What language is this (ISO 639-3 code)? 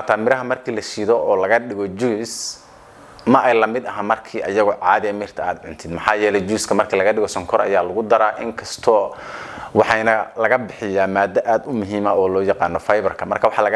som